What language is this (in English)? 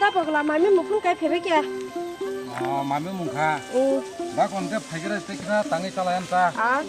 Kok Borok